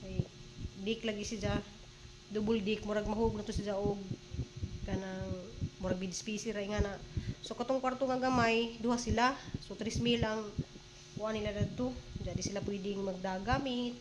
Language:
Cebuano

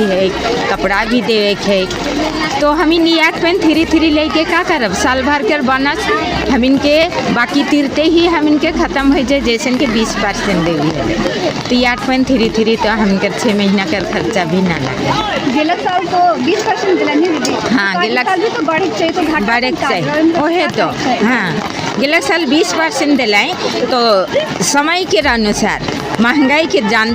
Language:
Sadri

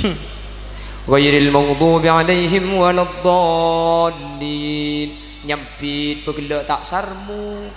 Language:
Madurese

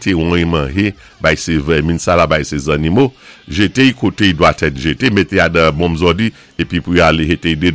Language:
Saint Lucian Creole French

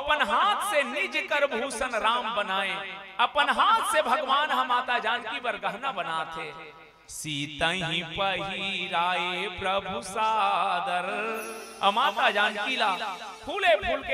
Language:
Chhattisgarhi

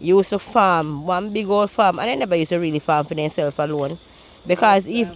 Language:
Jamaican Creole English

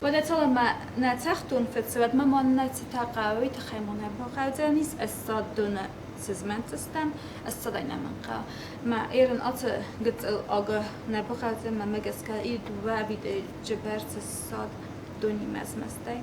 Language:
Ossetic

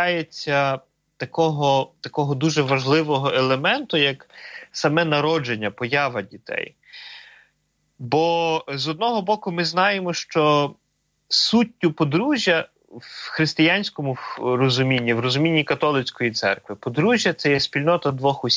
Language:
Ukrainian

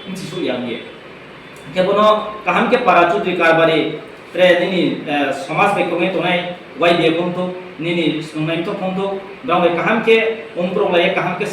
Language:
Riang (India)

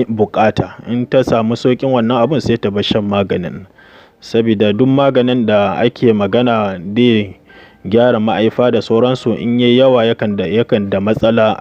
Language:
Hausa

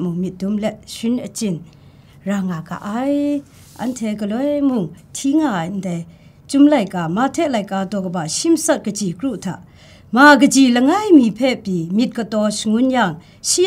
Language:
Kachin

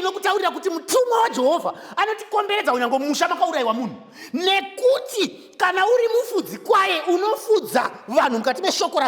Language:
Shona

